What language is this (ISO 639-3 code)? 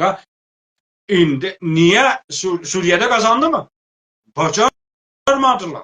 azb